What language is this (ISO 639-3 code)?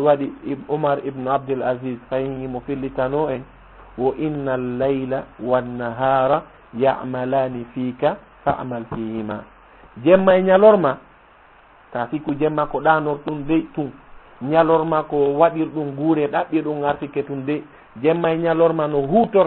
ful